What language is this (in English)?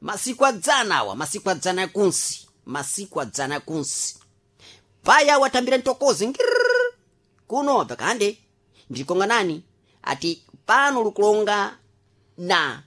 Sena